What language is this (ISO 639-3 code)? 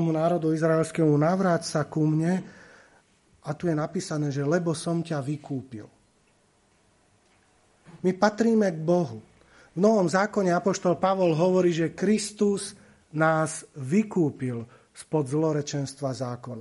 slk